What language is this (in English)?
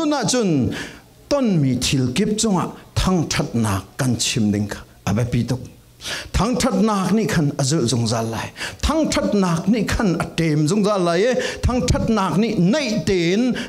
Falam Chin